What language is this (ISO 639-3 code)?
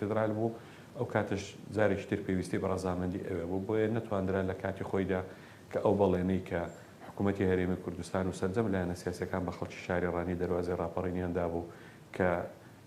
ckb